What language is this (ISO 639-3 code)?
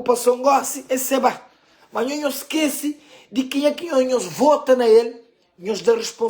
kea